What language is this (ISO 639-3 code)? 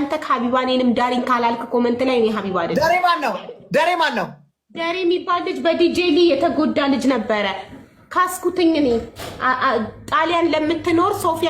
amh